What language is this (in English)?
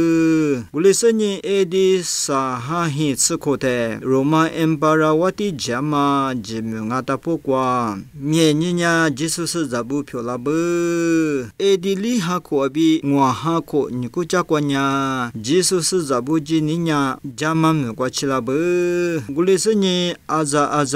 Lisu